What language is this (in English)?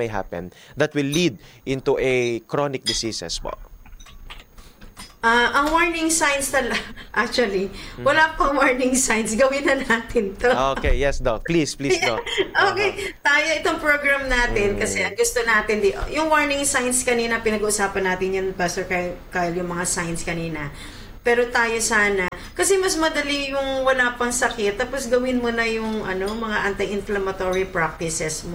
Filipino